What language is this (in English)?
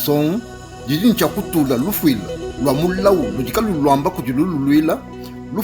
Luba-Lulua